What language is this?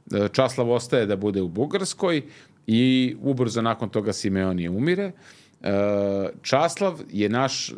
Serbian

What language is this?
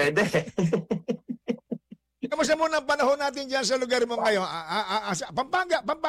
Filipino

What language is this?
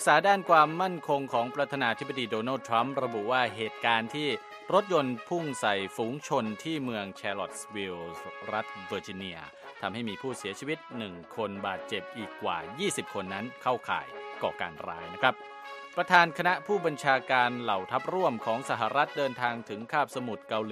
Thai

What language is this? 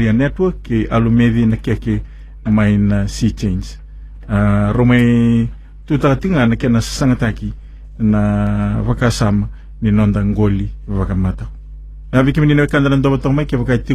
Fijian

